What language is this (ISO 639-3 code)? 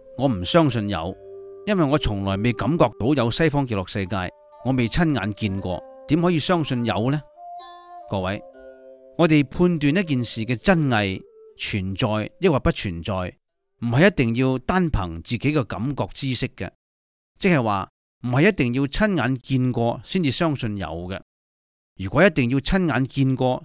yue